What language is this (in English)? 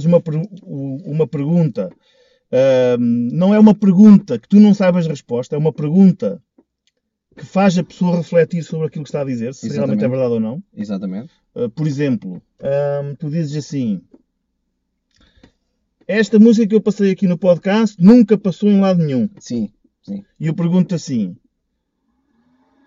Portuguese